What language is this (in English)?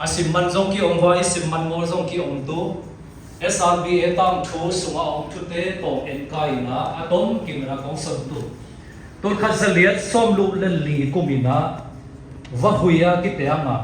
Siyin Chin